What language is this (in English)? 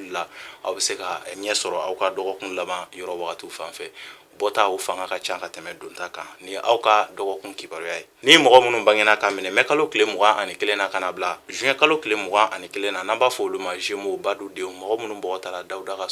Bambara